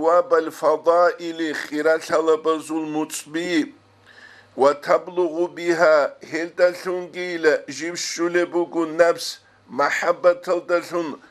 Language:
Avaric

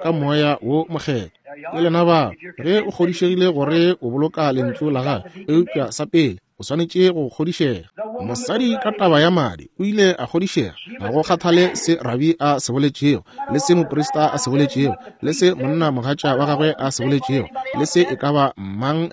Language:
Northern Sotho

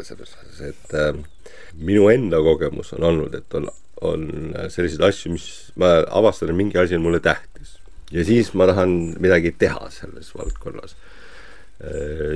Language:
Estonian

